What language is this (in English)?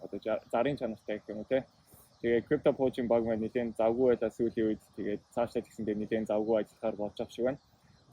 Mongolian